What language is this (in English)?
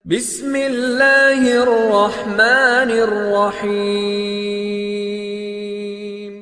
Madurese